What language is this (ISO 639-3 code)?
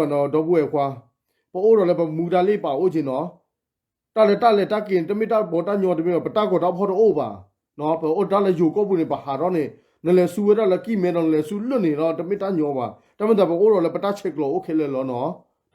ksw